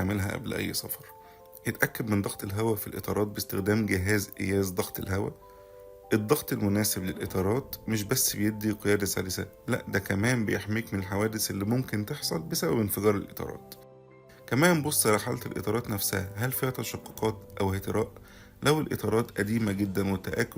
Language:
Egyptian Arabic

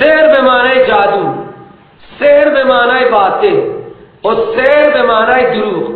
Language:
Persian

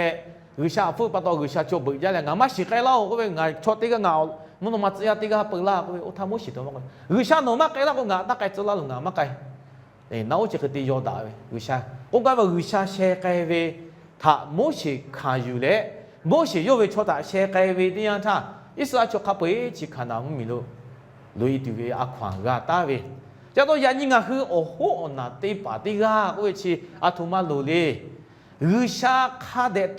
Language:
Lahu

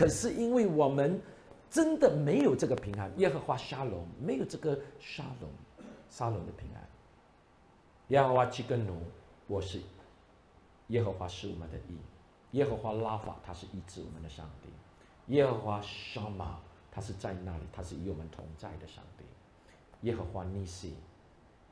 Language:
Chinese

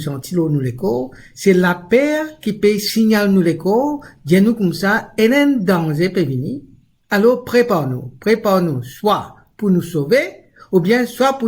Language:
Morisyen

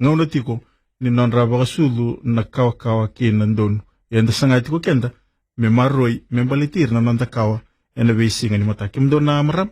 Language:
Fijian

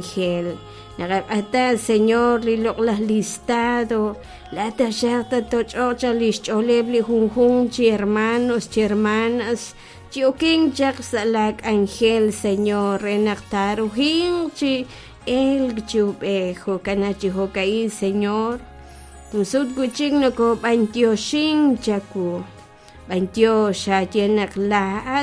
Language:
Kekchí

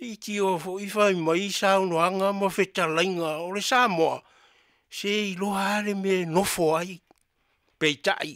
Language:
Samoan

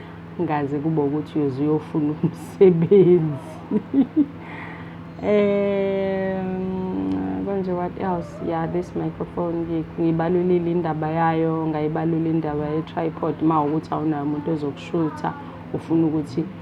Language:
Zulu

